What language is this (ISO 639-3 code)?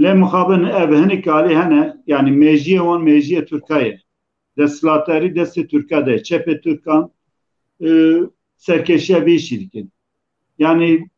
kur